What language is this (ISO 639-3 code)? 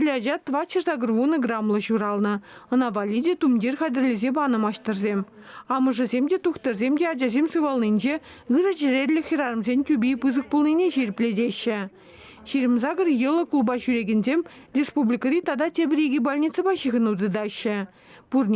chv